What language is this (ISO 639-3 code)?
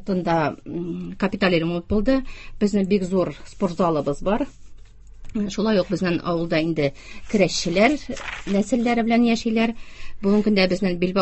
tat